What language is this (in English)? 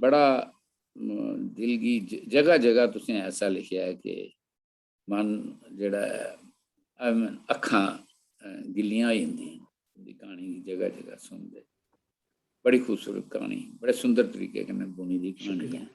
Dogri